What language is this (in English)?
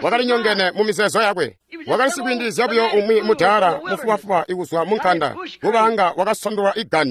Tonga (Zambia)